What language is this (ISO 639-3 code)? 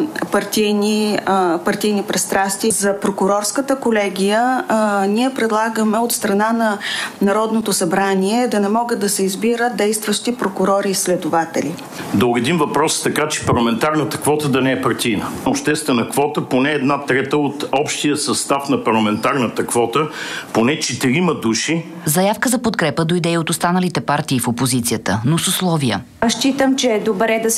bul